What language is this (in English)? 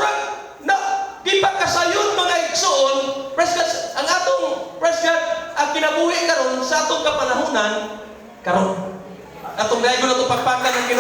Cebuano